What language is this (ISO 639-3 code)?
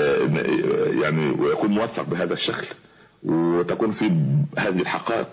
ara